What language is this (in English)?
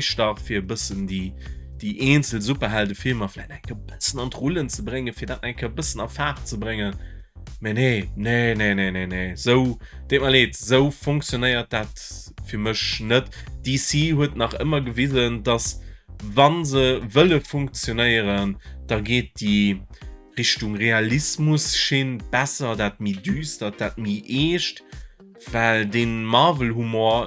Luxembourgish